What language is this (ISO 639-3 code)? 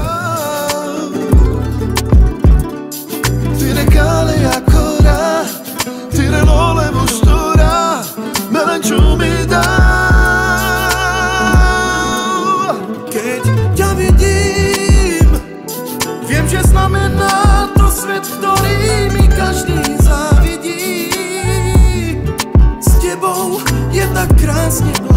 slk